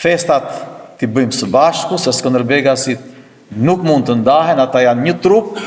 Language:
Albanian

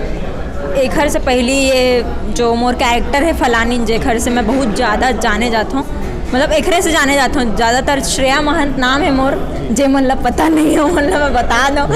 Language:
Chhattisgarhi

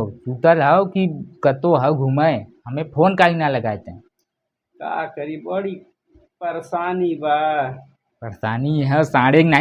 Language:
Bhojpuri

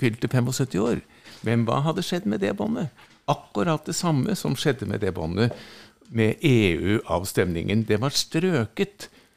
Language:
Norwegian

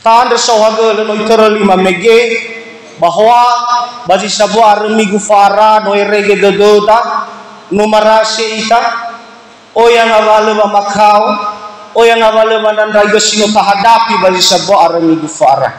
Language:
Nias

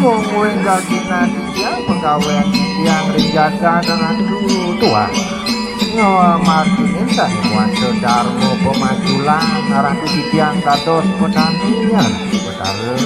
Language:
Balinese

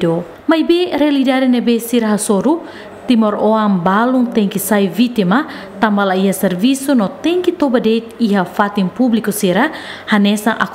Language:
Tetum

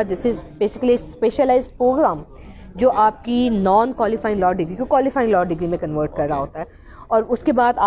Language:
Hindi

